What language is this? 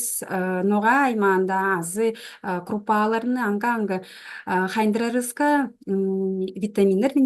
Tuvinian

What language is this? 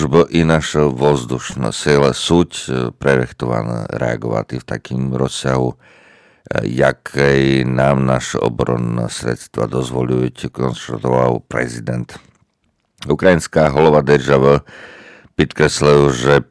Rusyn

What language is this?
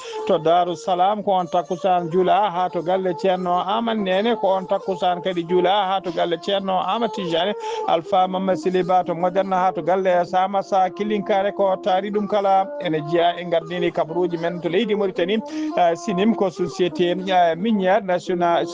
Fula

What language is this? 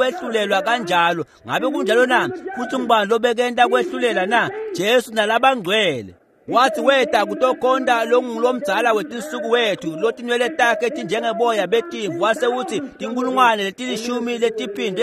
Swati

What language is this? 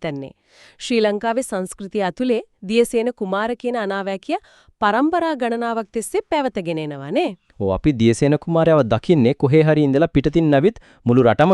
Sinhala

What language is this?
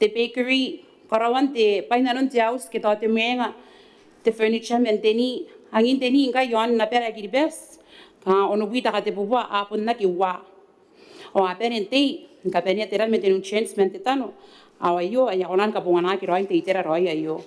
Gilbertese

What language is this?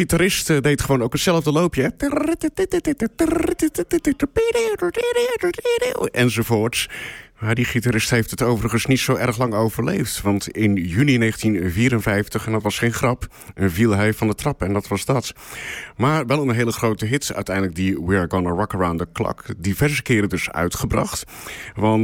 Dutch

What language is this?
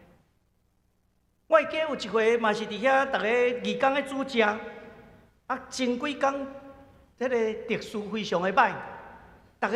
Min Nan Chinese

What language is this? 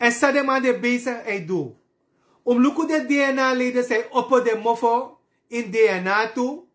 Sranan Tongo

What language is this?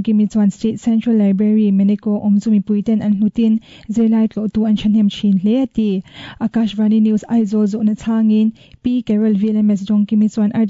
Mizo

